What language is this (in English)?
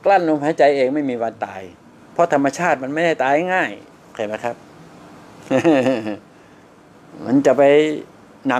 Thai